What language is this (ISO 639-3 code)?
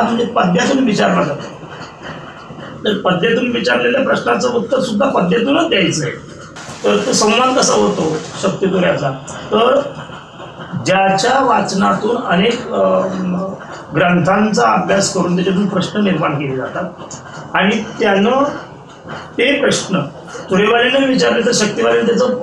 mar